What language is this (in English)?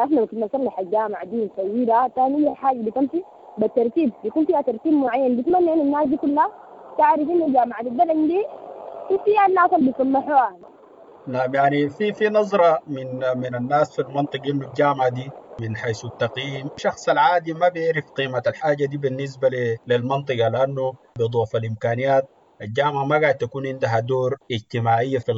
Sudanese Arabic